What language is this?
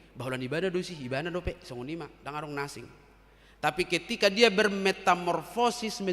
Batak Toba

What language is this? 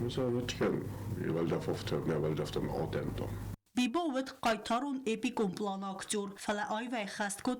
Ossetic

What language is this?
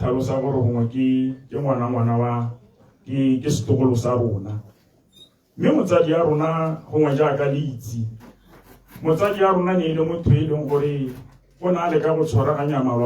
Tswana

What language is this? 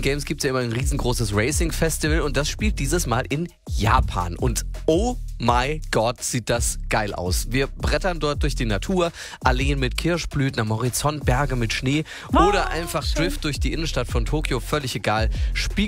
German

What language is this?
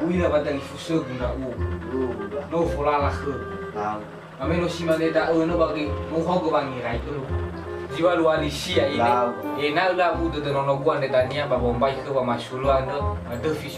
Nias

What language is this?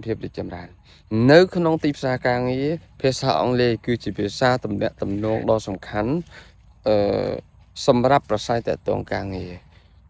Khmer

